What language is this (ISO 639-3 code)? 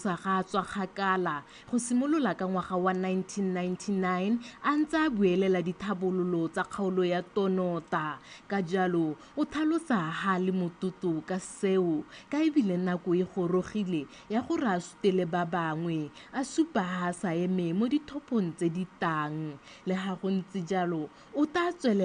tsn